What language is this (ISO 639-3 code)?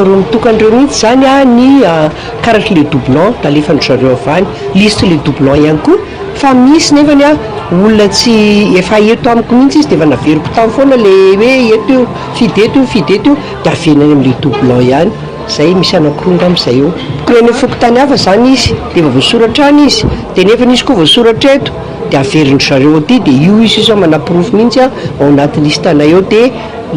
mlg